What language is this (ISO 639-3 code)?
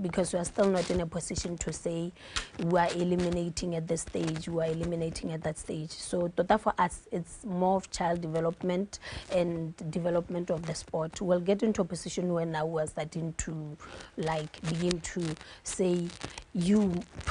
tsn